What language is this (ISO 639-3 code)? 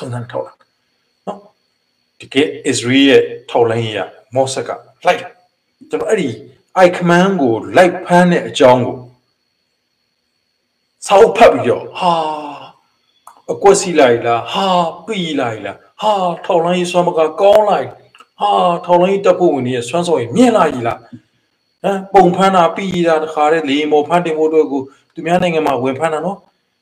mya